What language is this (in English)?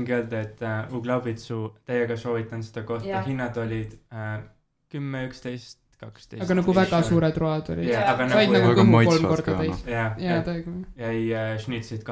Estonian